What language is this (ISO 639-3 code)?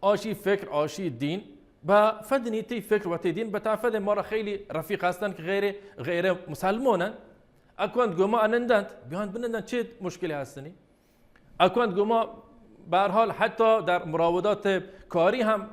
bal